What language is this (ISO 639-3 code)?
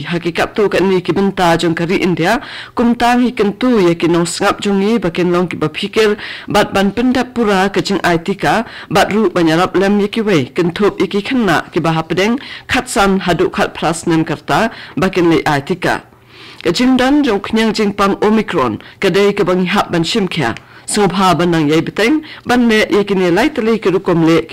kha